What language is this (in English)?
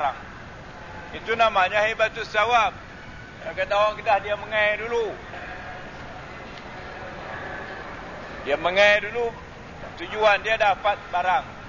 Malay